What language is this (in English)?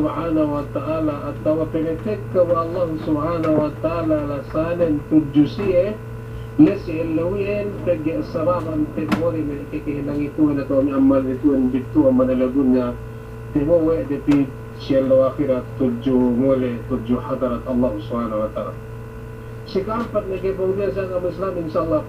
Yakan